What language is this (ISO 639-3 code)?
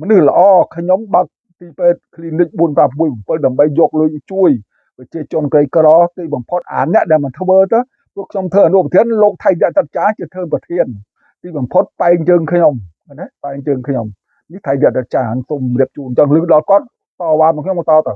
khm